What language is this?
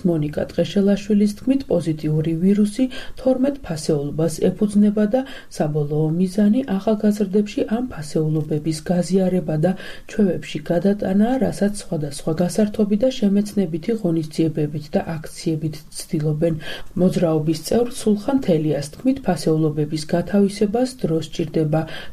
Georgian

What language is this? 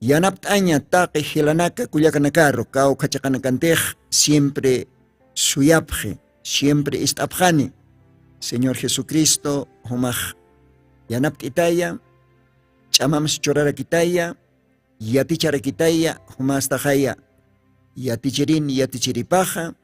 Aymara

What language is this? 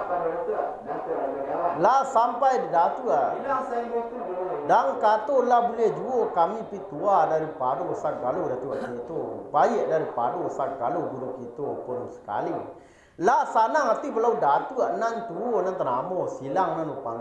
Minangkabau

